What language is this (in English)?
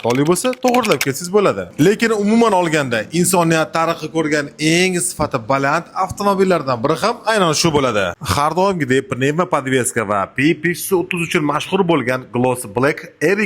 Uzbek